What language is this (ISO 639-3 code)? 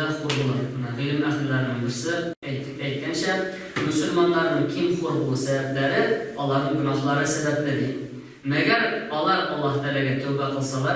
tat